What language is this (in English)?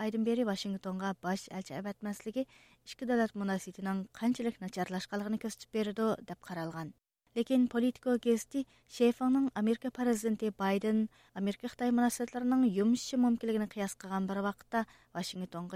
Uyghur